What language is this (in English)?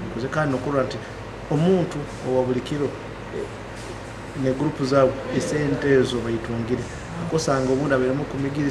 Nyoro